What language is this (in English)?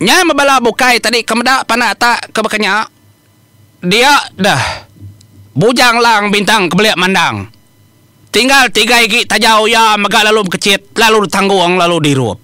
Iban